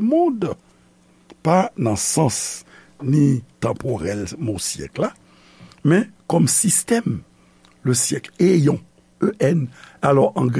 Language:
Haitian Creole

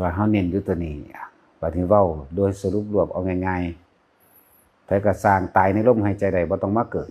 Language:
Northeastern Thai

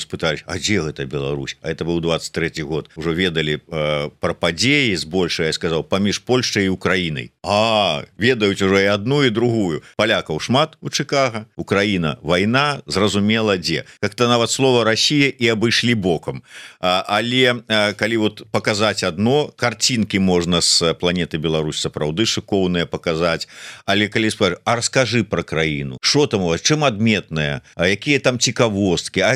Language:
Belarusian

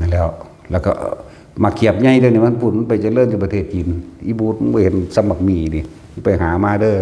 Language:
Northeastern Thai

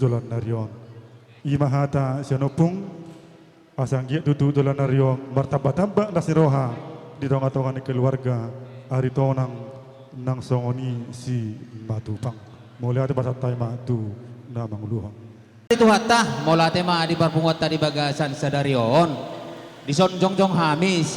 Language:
Batak Toba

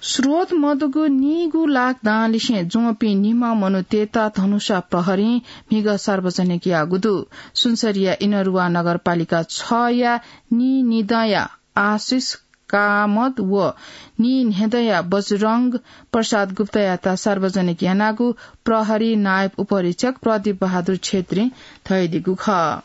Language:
Newari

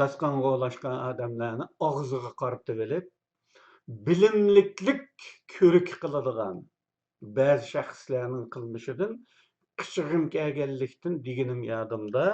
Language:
Uyghur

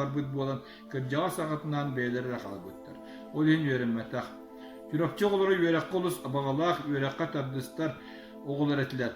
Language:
Yakut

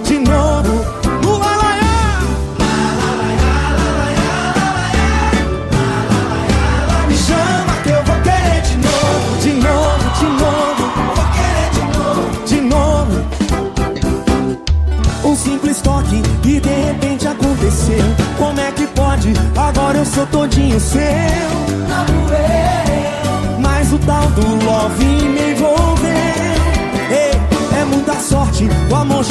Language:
Portuguese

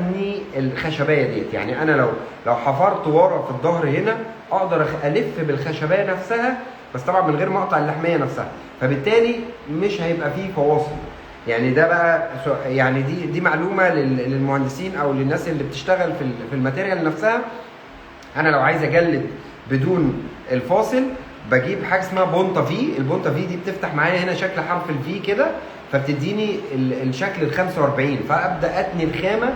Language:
Egyptian Arabic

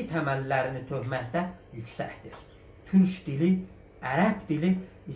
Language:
South Azerbaijani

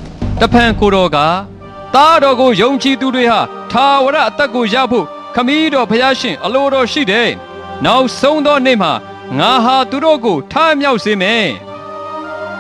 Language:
Burmese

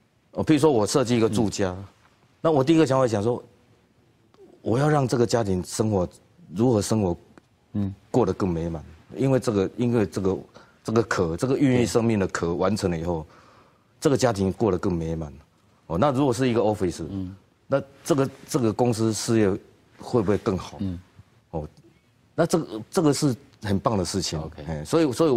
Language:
Chinese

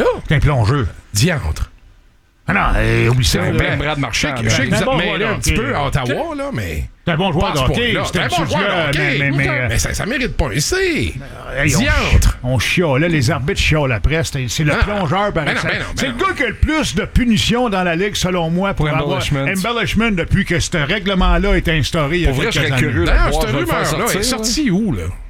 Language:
French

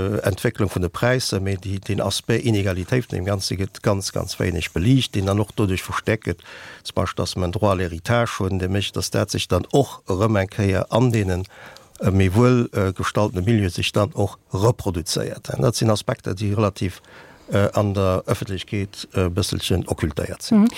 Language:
Luxembourgish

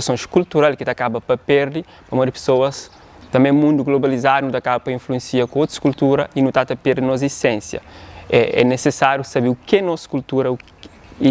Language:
Kabuverdianu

